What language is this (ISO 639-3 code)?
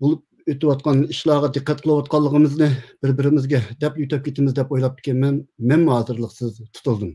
uig